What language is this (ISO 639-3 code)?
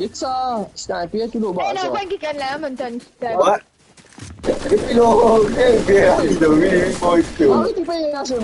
mfe